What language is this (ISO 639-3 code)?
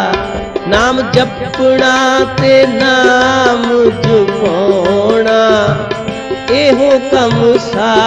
pan